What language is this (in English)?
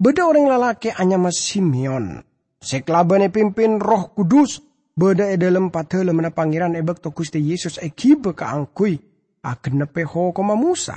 Madurese